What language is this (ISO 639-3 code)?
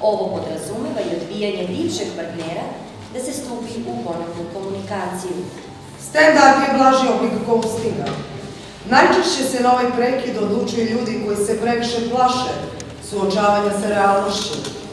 srp